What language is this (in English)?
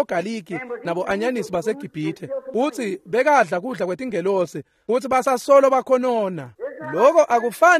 Swati